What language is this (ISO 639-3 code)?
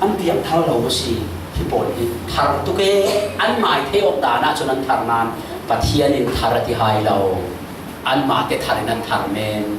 cfm